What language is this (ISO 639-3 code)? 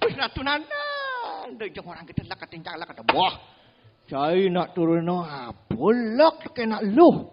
ban